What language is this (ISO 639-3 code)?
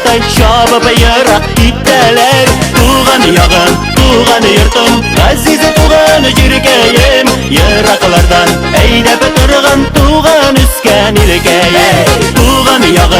tat